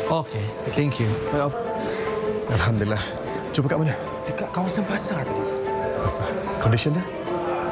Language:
Malay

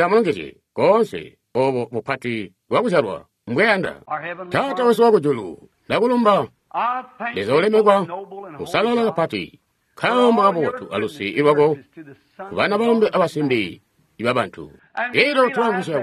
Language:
Tonga (Zambia)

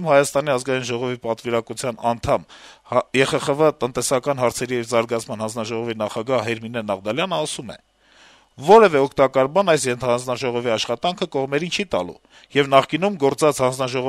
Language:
Armenian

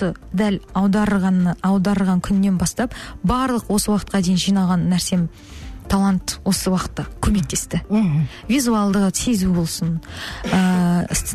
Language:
Kazakh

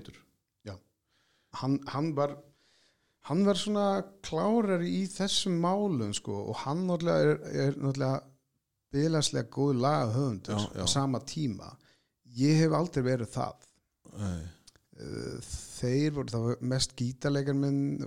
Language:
Icelandic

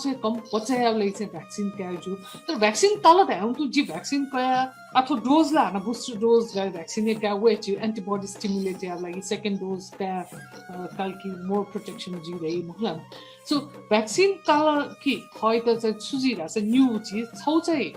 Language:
Newari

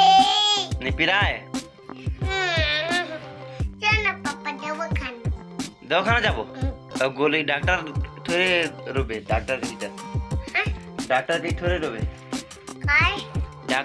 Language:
Chhattisgarhi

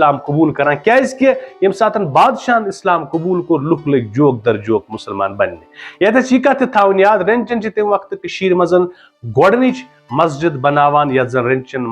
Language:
Kashmiri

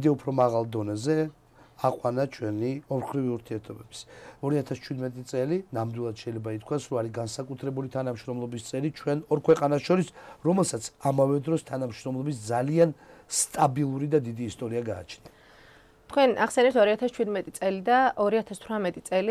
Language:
Georgian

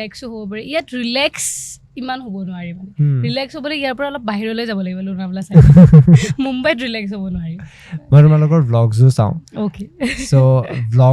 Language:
Assamese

